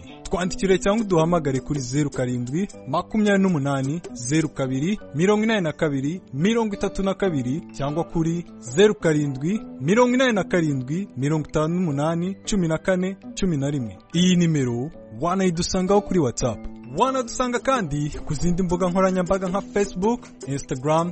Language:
Kinyarwanda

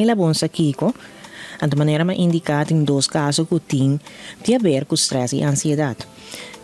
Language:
Papiamento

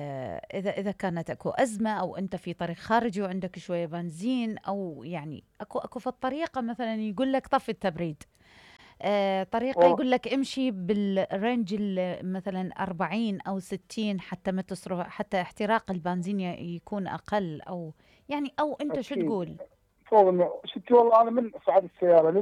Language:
Mesopotamian Arabic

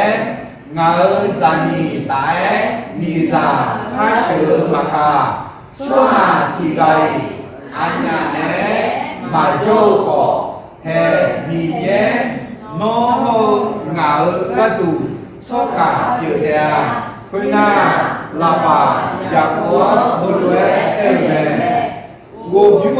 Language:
Akha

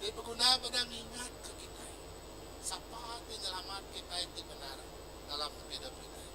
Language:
Iban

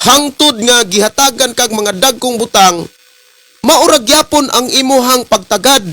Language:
Cebuano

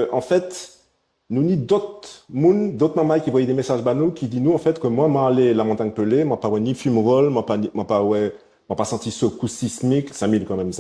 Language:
Guadeloupean Creole French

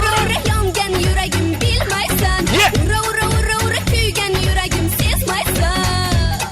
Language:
Kara-Kalpak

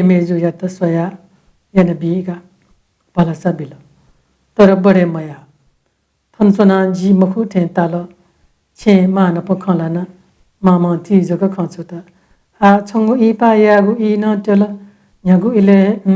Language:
Newari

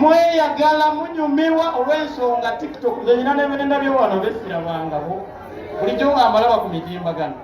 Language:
Ganda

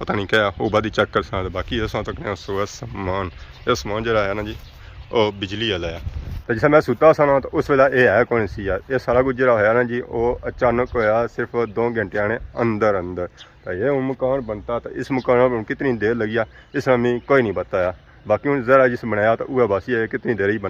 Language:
Pahari-Potwari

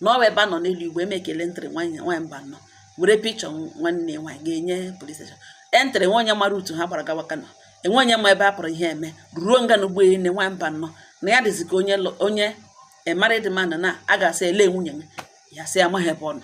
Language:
Igbo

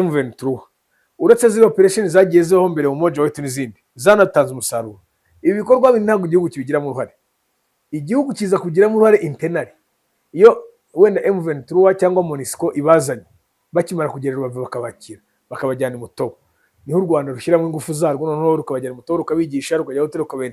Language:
Kinyarwanda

